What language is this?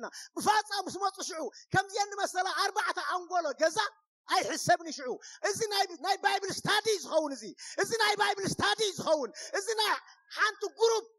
Tigrinya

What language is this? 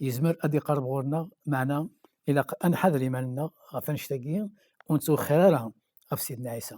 Kabyle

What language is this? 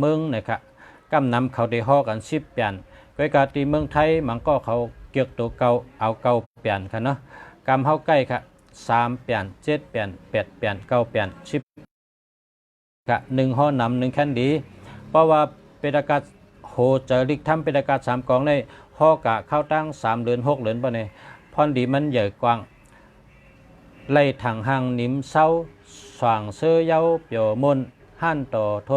Shan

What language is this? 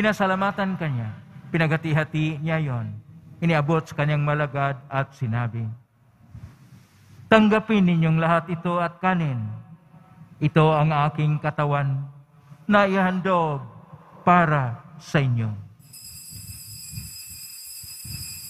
Filipino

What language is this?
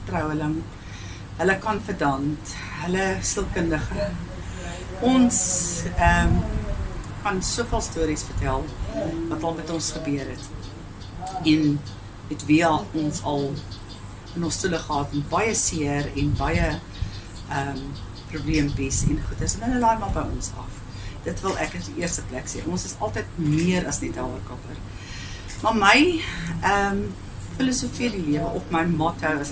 Afrikaans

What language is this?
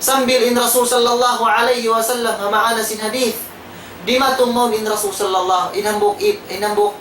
Tausug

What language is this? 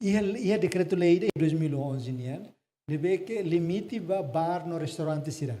Tetum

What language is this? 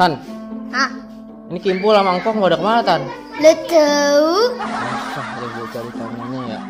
Betawi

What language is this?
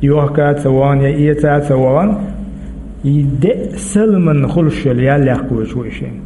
Chechen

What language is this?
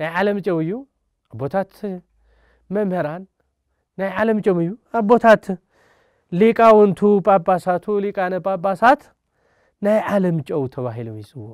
Tigrinya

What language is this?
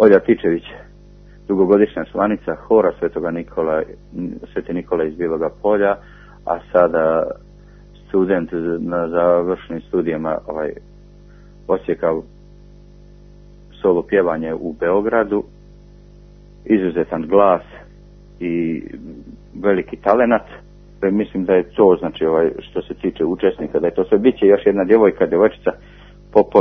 Serbian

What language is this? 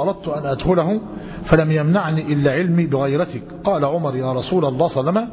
Arabic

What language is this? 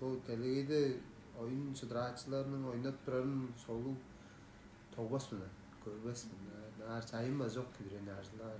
Tuvinian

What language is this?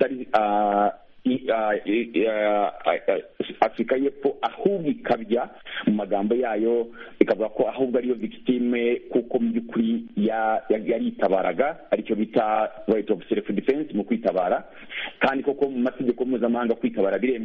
Kinyarwanda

